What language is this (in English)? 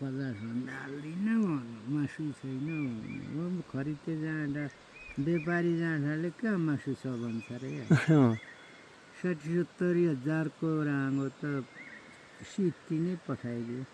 Nepali